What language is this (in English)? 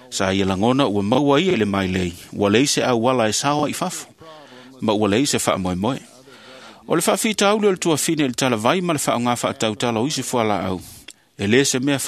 Samoan